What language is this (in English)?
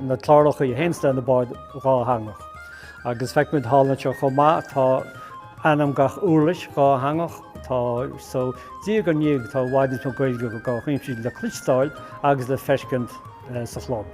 Irish